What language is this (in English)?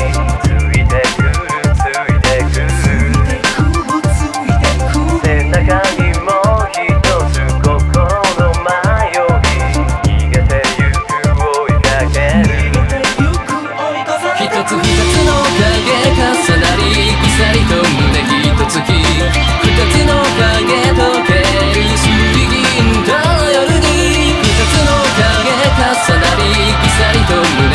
Japanese